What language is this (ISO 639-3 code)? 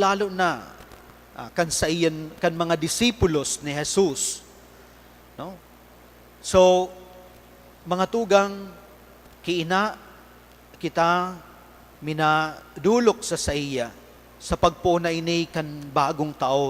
bik